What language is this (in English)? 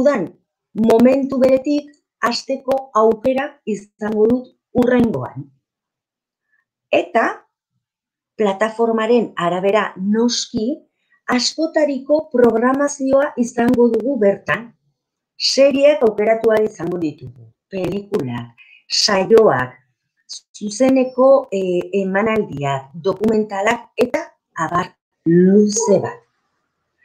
Basque